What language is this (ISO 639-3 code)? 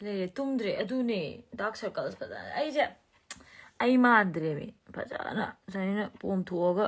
mni